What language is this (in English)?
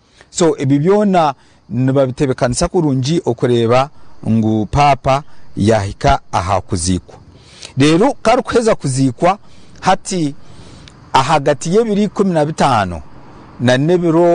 Nyankole